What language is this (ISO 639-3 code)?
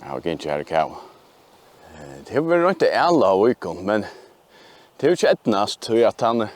fao